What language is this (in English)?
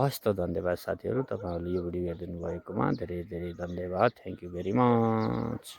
Nepali